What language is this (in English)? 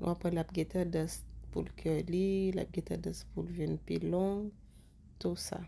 Haitian Creole